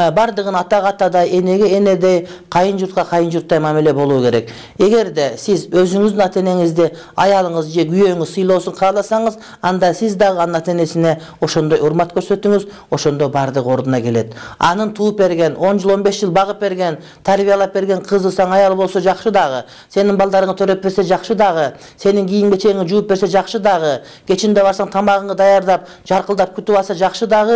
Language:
Kyrgyz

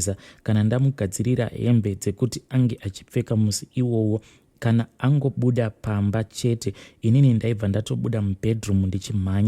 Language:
Shona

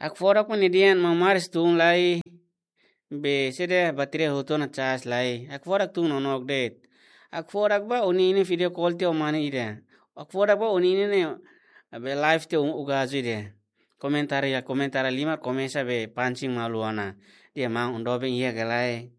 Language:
Tetum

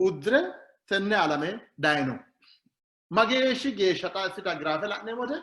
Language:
Sidamo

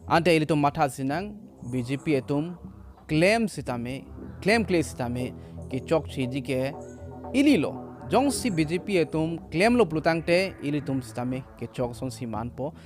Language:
Karbi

